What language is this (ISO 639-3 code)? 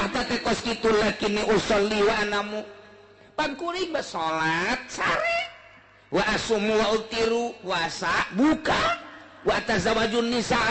sun